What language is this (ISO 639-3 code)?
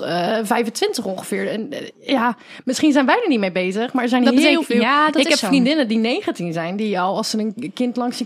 nld